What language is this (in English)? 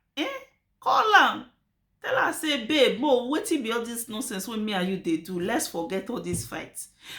Nigerian Pidgin